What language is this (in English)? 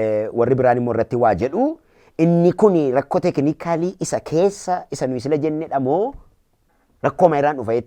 Oromo